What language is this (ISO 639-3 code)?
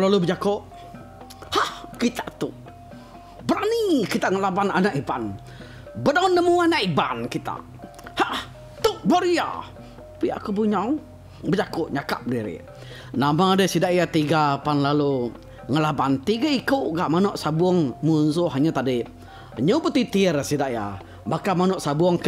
iba